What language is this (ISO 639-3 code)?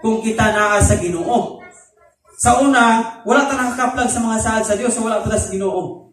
ceb